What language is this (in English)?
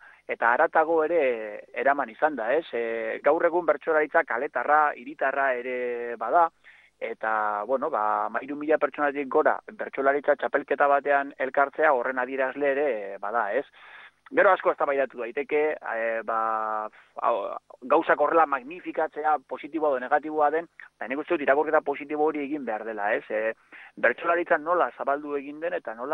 Basque